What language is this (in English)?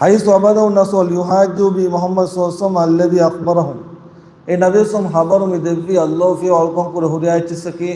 Divehi